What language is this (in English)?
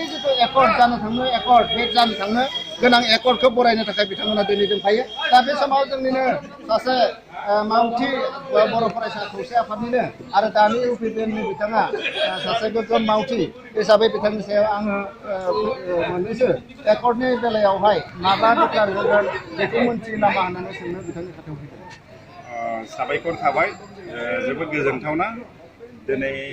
Bodo